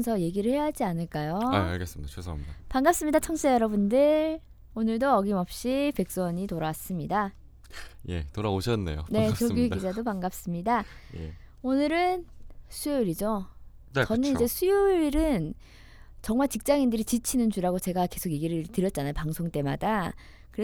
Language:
Korean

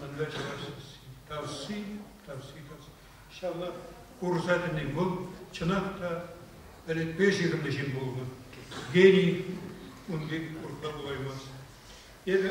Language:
Chuvash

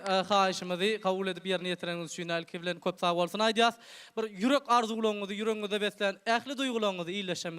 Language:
Turkmen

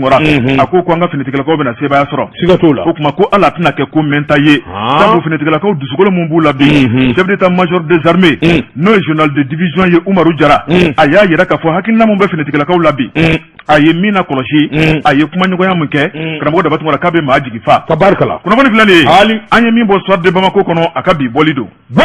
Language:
Bambara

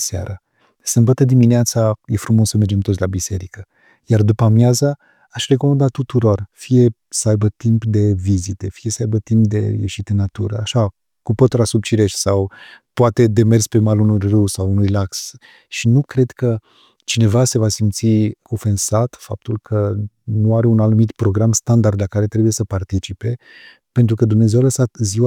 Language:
Romanian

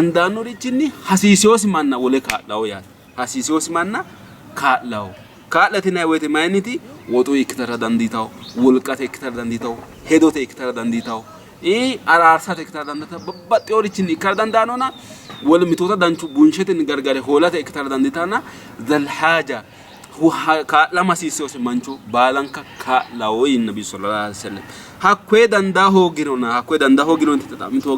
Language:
Sidamo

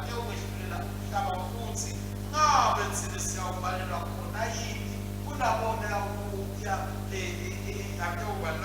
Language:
Swati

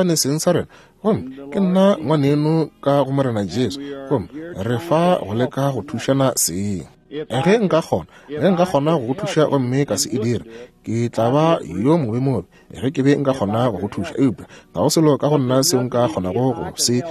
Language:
Northern Sotho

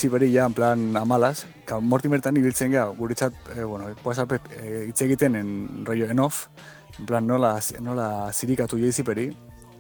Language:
Basque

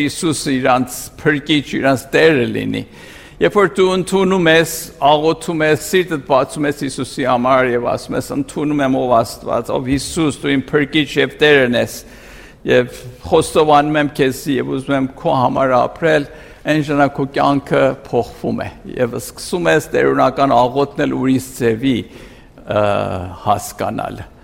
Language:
Armenian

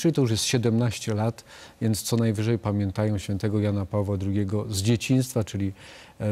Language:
Polish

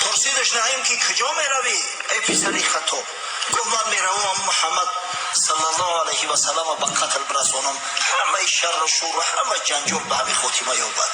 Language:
Tajik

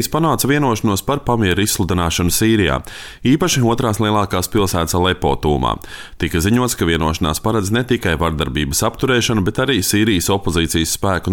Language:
Latvian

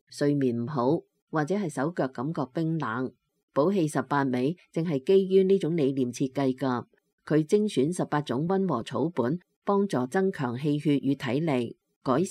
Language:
Cantonese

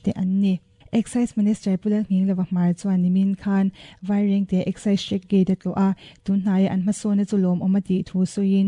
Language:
Mizo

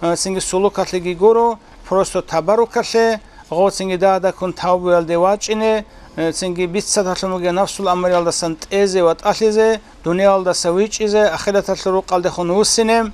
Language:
Avaric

